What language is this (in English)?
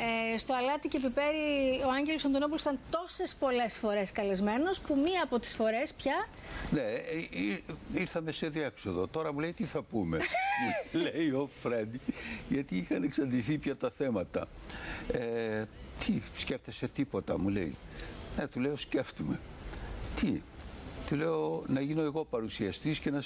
Greek